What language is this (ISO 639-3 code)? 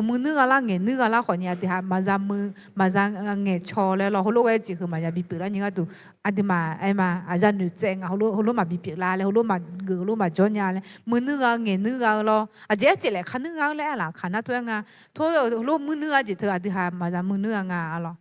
ahk